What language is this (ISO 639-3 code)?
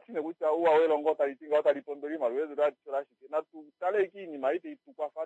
kua